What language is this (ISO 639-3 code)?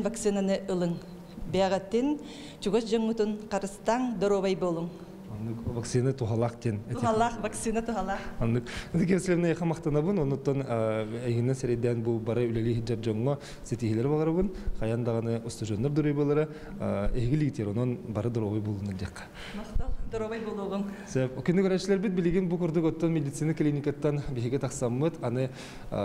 sah